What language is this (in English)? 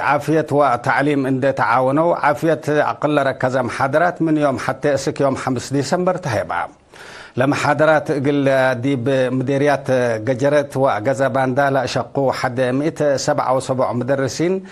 Tigre